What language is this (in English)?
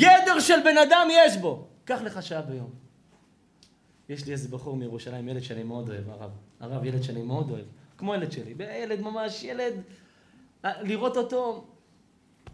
Hebrew